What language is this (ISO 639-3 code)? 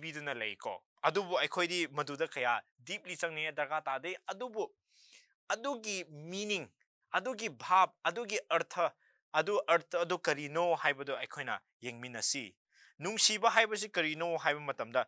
mni